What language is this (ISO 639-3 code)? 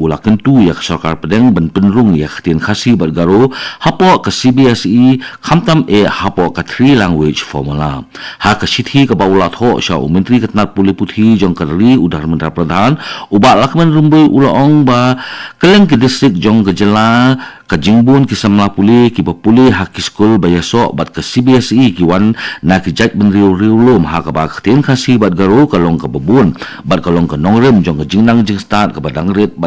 kha